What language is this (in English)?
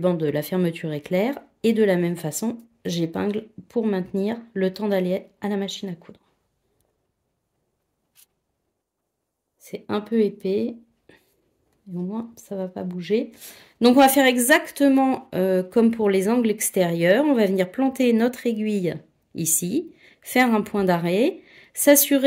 French